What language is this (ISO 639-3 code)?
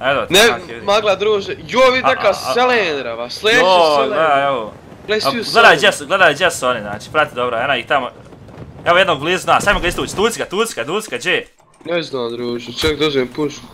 bos